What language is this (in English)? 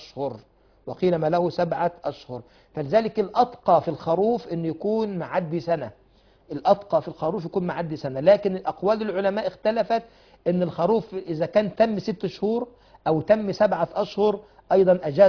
Arabic